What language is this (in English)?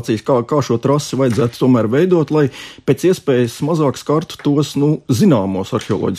Latvian